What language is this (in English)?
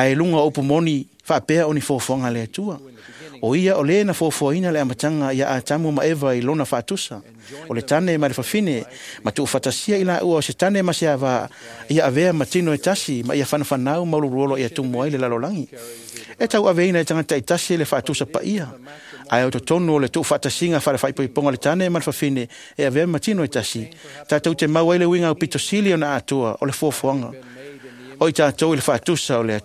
Samoan